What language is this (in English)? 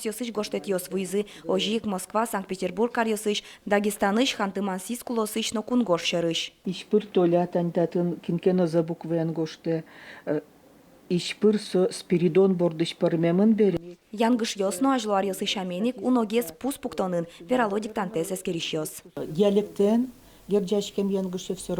Udmurt